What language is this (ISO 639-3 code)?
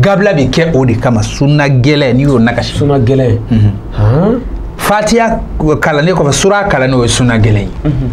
bam